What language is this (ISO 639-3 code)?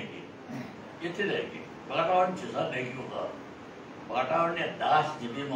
new